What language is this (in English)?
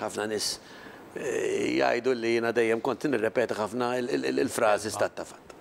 Maltese